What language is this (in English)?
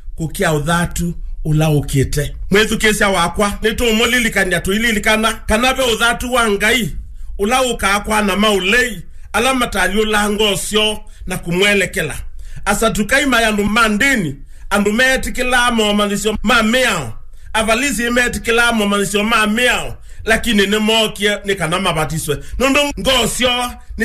Kamba